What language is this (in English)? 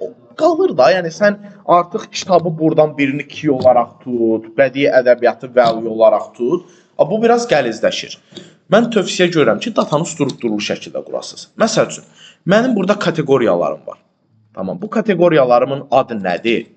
Azerbaijani